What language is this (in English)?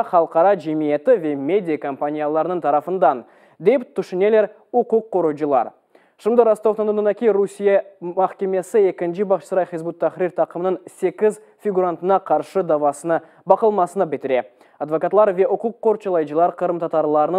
Crimean Tatar